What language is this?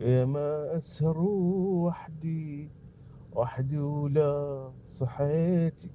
Mesopotamian Arabic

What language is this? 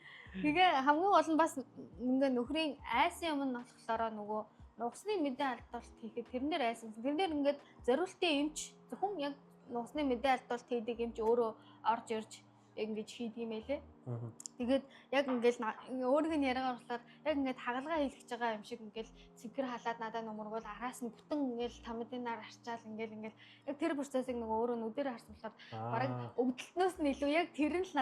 Mongolian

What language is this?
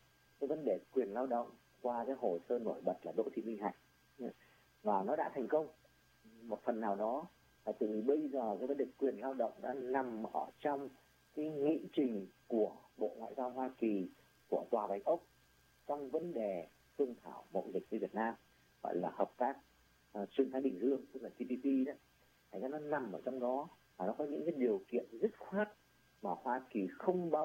Vietnamese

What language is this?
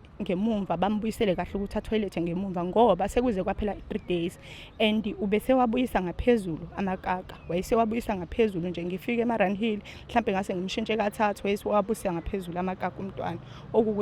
Zulu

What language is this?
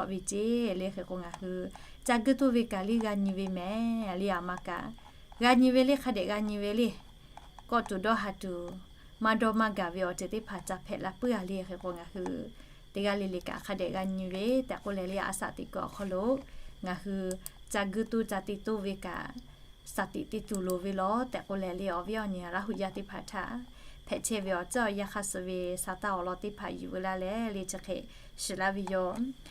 Lahu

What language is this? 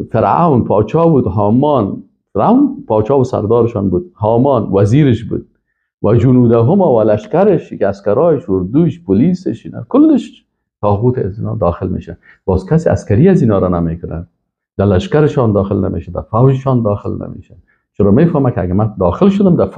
Persian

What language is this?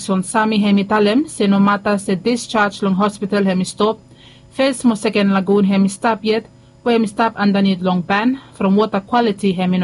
Bislama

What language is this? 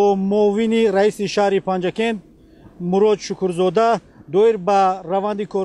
Tajik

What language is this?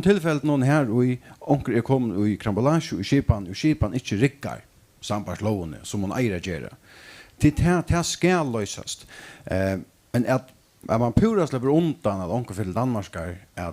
Faroese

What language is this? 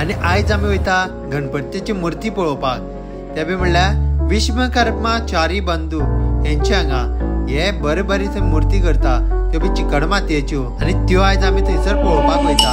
Konkani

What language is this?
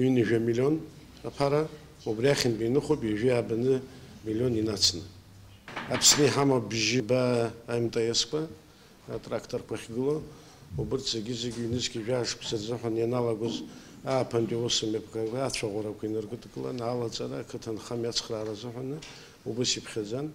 Abkhazian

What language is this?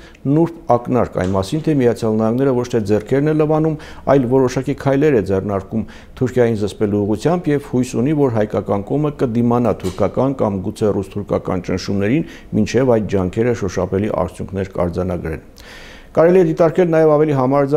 Armenian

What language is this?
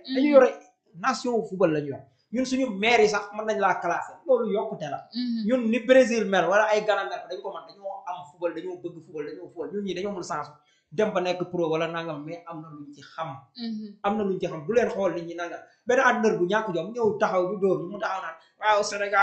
Wolof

